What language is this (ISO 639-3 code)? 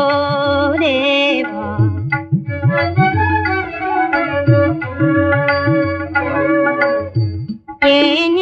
kan